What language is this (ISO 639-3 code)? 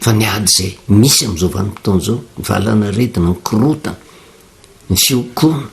mlg